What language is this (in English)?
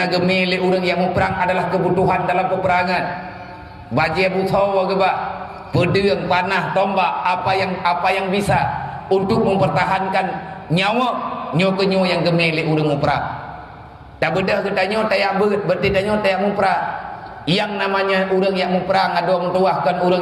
Achinese